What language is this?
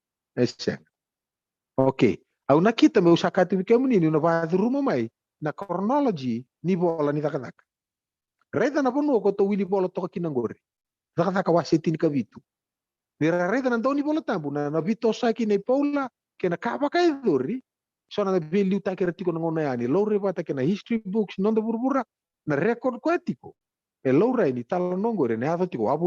Fijian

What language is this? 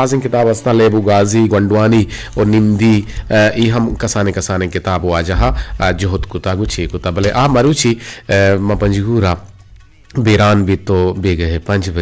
Eastern Balochi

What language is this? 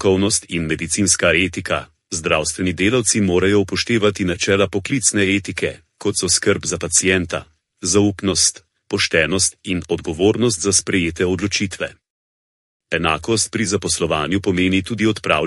Slovenian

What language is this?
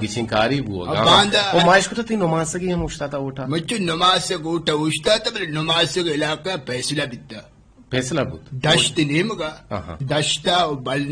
Eastern Balochi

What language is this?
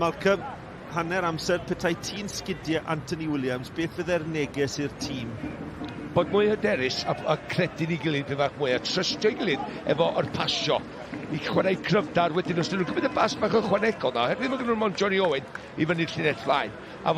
Welsh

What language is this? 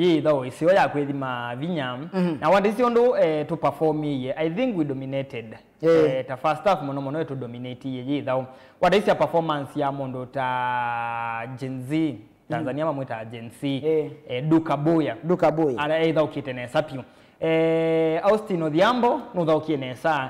Kamba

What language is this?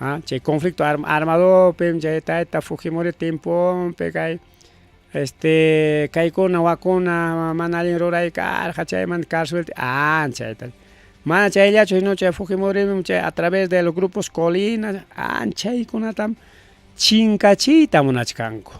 Ayacucho Quechua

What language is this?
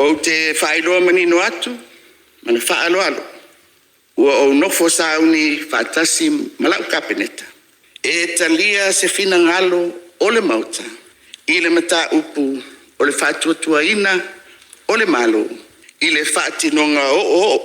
Samoan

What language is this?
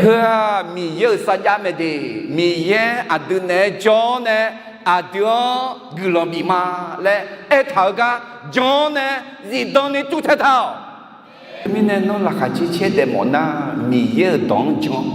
Akha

